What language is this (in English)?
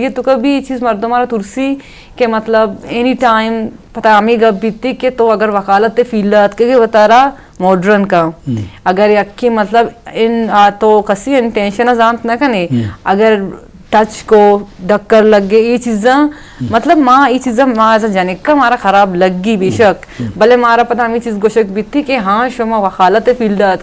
Eastern Balochi